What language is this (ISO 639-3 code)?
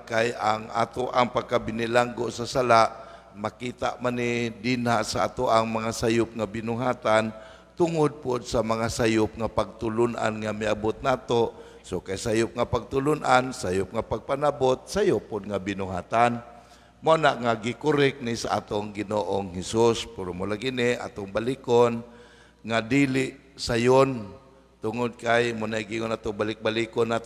ceb